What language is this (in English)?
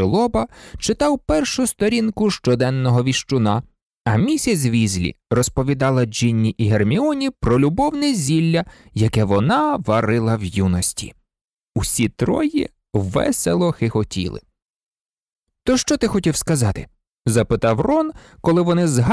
Ukrainian